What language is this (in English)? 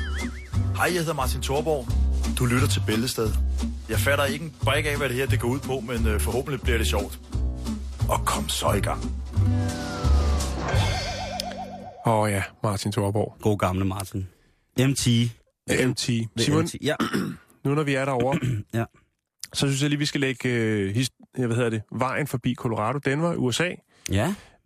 Danish